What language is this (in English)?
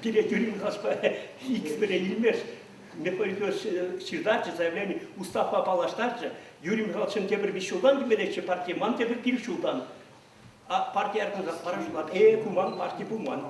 Chuvash